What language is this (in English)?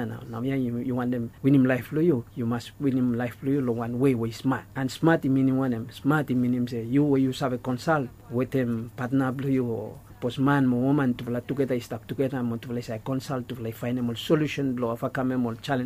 Bislama